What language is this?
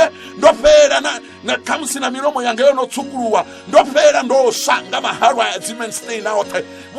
Venda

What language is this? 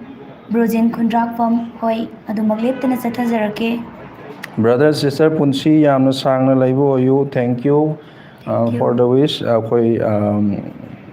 Manipuri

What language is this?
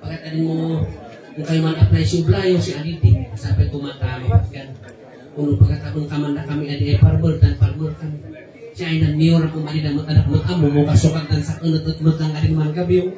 Kankanaey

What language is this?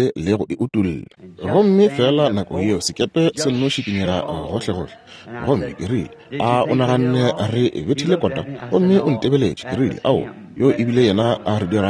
Northern Sotho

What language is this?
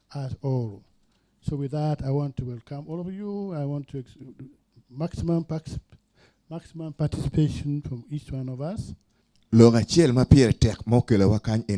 Acoli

